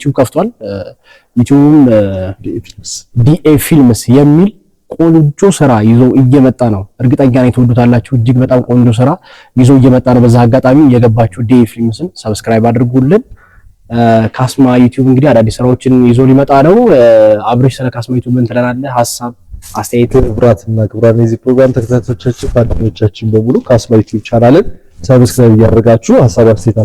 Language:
Amharic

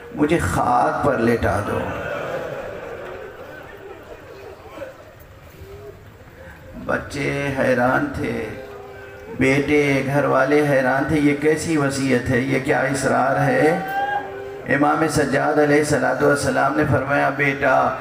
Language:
Urdu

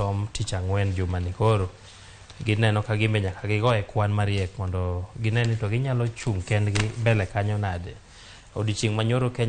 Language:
Luo (Kenya and Tanzania)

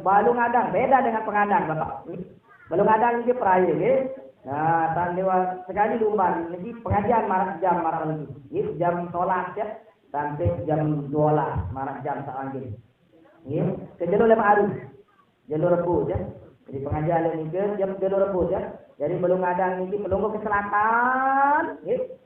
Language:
Sasak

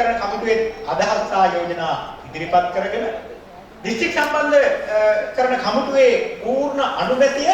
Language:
Sinhala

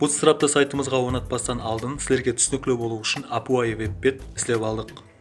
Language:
Kara-Kalpak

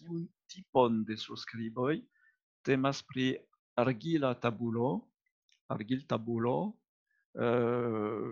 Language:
Esperanto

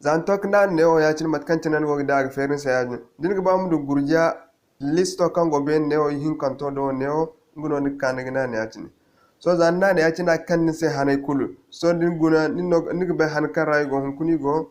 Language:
Zarma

